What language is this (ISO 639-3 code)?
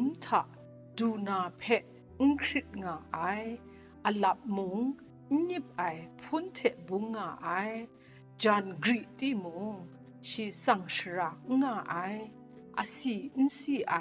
kac